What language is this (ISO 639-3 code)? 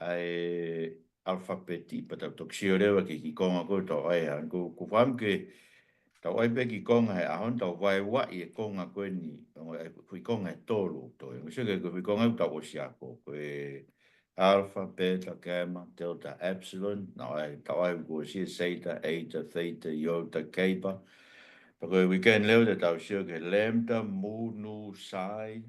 ton